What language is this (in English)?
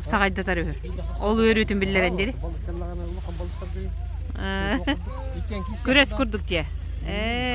Yakut